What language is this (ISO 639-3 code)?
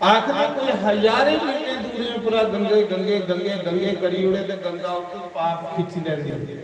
doi